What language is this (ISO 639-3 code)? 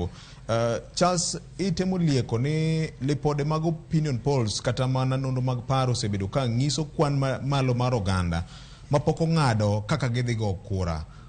luo